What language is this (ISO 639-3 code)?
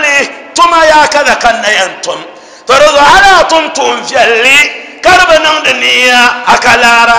dag